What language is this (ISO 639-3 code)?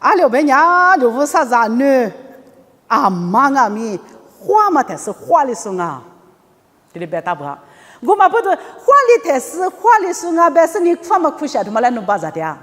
lis